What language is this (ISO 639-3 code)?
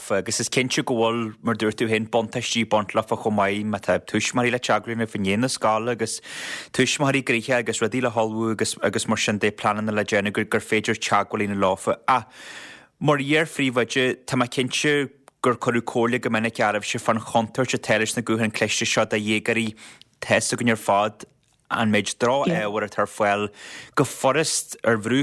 gle